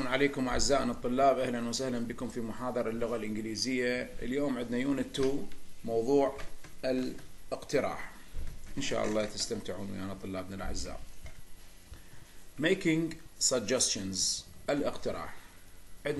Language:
Arabic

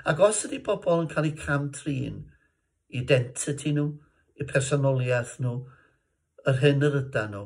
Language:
Welsh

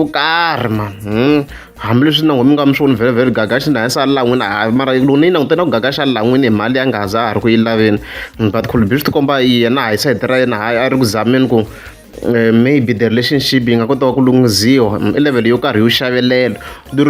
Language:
Tsonga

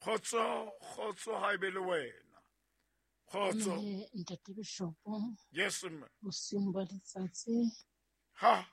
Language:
Southern Sotho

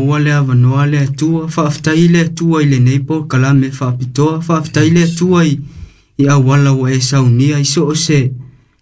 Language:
Samoan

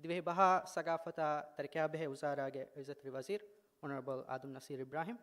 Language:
Divehi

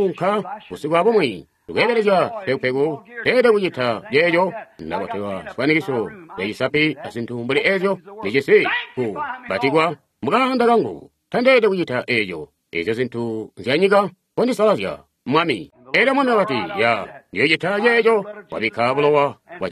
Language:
Tonga (Zambia)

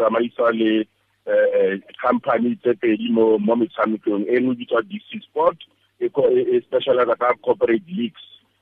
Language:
Tswana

